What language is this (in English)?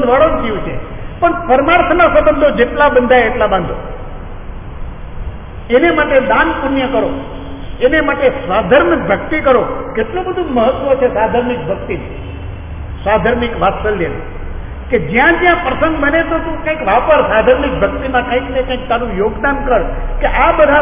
Gujarati